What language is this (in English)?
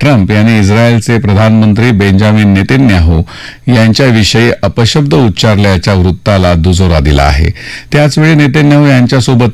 Marathi